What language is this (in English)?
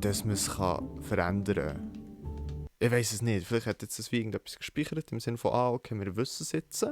Swiss German